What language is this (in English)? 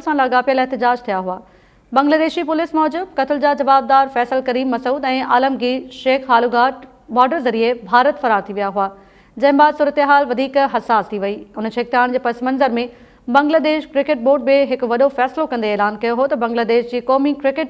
Sindhi